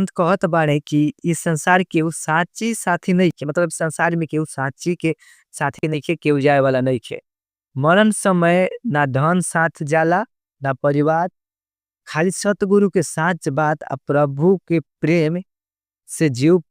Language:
Bhojpuri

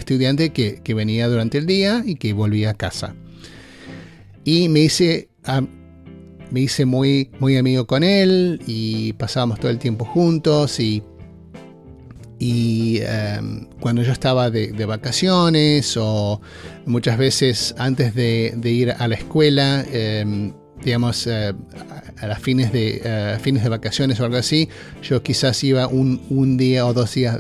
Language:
Spanish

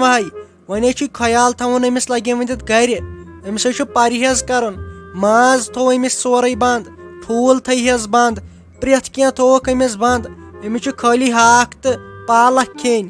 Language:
Kashmiri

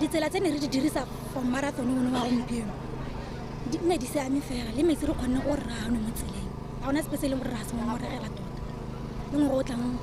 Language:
Tswana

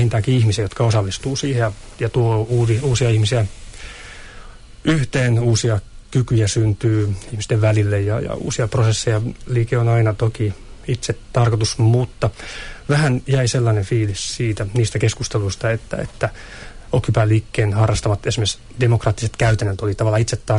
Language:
Finnish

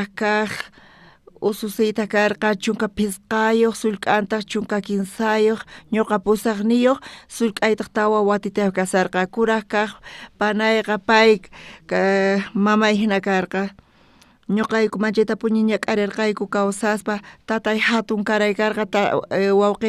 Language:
South Bolivian Quechua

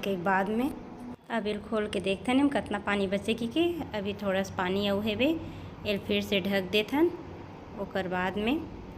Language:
Chhattisgarhi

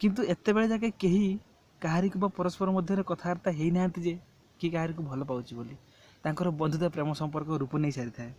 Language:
Odia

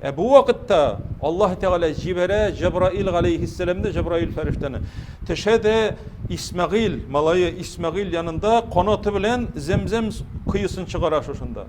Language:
Tatar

